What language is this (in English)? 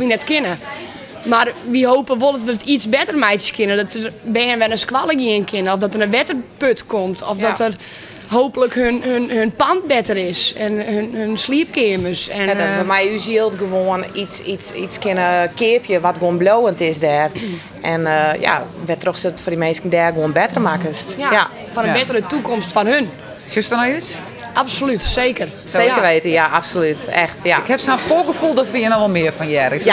Western Frisian